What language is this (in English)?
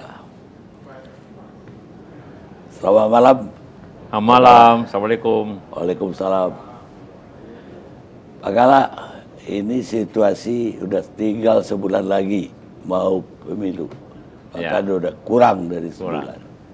Indonesian